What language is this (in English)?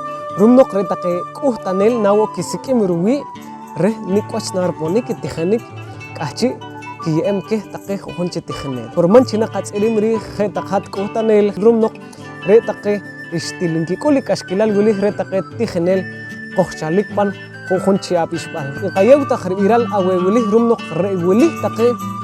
Poqomchi'